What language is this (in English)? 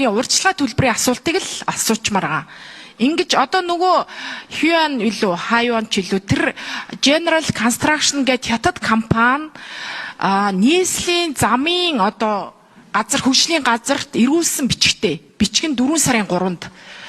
Mongolian